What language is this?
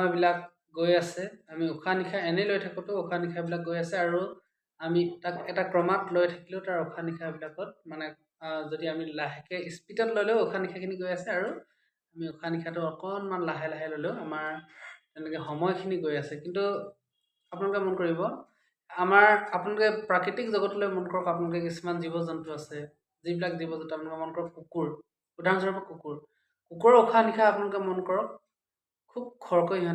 Assamese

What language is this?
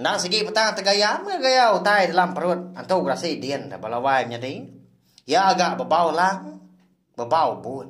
Iban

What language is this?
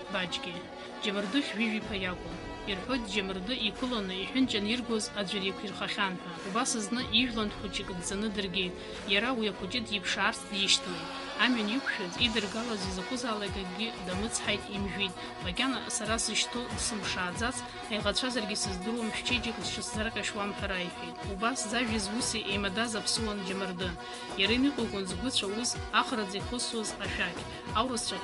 Abkhazian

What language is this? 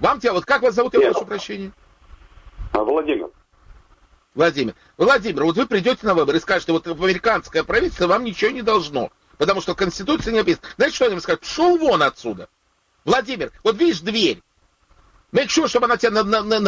Russian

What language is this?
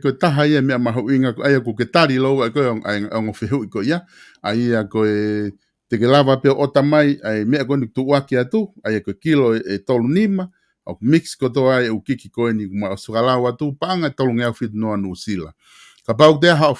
Tongan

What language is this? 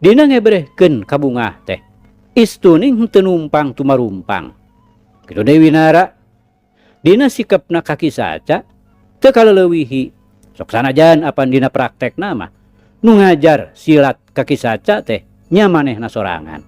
Sundanese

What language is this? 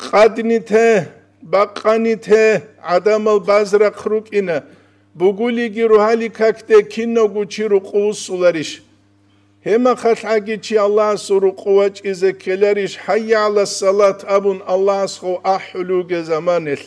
Avaric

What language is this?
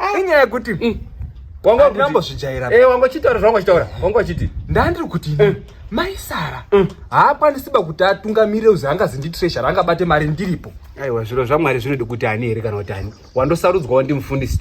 Shona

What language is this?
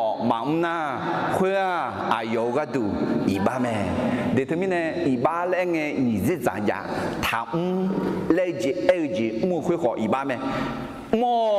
Akha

